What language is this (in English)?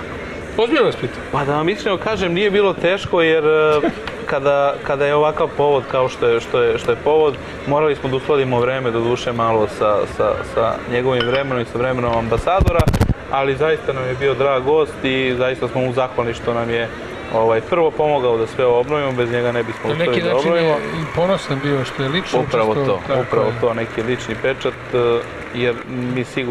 Serbian